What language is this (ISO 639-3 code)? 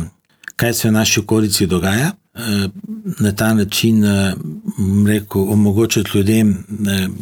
slv